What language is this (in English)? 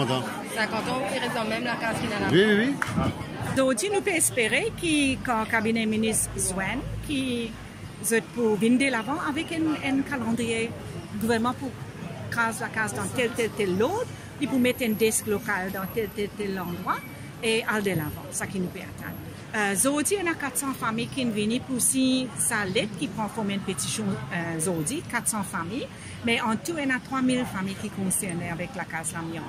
Morisyen